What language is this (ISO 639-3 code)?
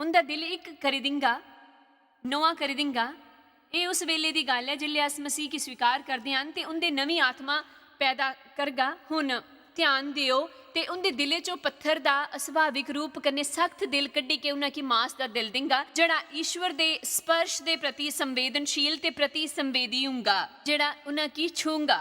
doi